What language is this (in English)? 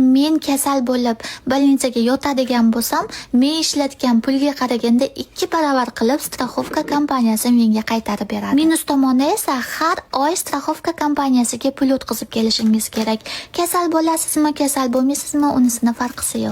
Uzbek